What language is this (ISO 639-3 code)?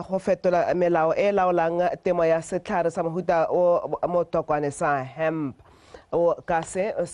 tsn